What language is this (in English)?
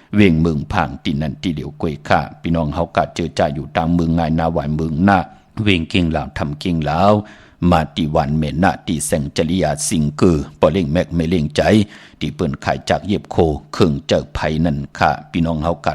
Shan